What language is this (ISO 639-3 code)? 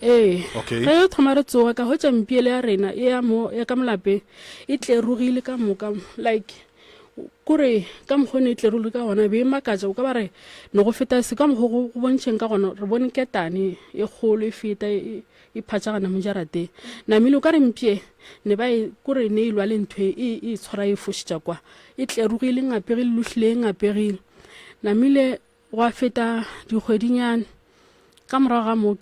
nso